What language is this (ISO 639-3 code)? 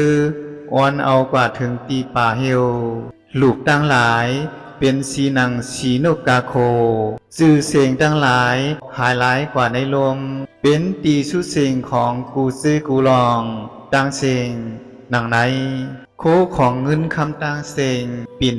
shn